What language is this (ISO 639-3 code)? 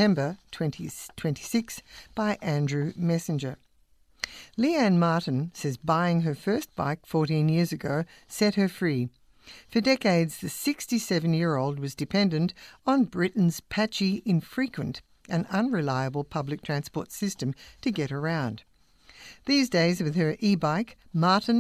eng